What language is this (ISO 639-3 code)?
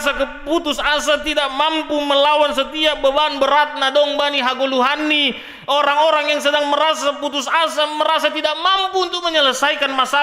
bts